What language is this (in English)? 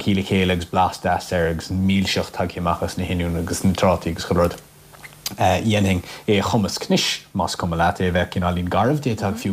Irish